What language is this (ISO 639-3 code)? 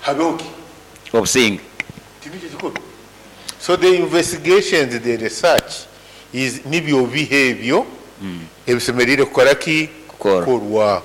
nyo